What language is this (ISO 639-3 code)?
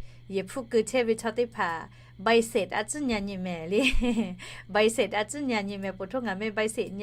lhu